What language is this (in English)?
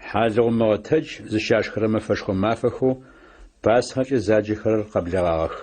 Adyghe